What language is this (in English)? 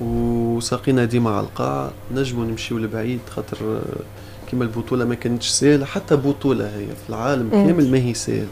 Tunisian Arabic